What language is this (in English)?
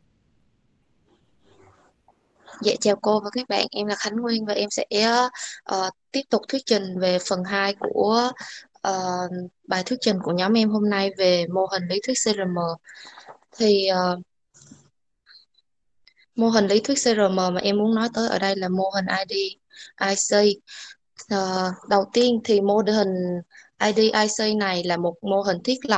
Vietnamese